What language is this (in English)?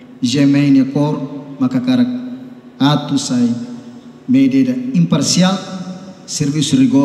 Tetum